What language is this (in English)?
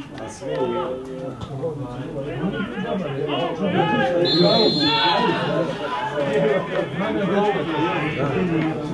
Croatian